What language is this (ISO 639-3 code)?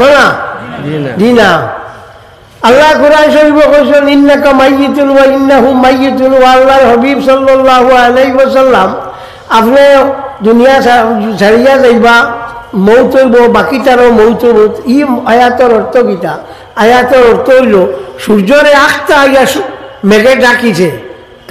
syl